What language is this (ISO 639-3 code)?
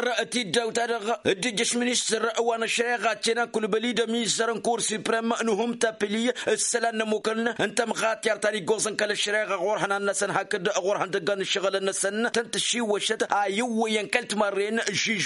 taq